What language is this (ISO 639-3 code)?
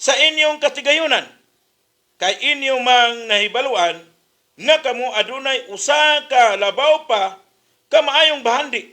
ceb